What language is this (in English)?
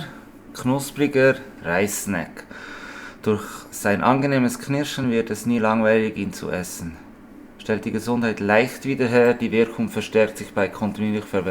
Swiss German